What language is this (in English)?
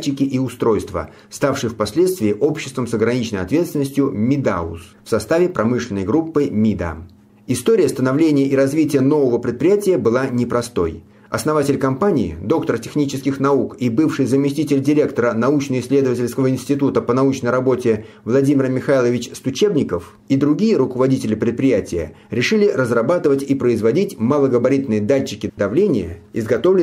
Russian